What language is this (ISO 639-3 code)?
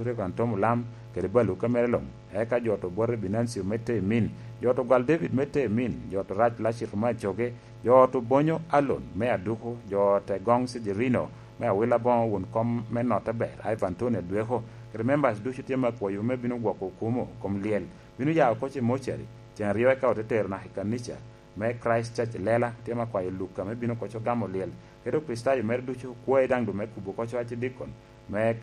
laj